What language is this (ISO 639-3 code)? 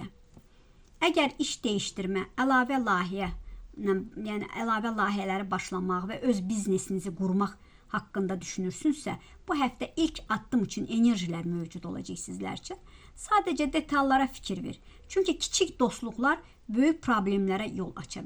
aze